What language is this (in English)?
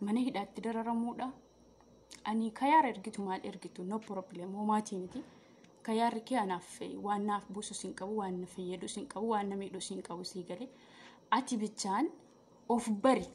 Oromo